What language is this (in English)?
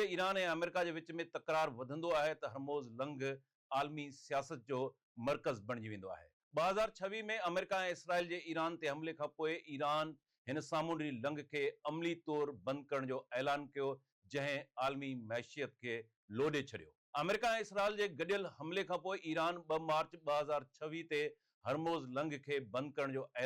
Sindhi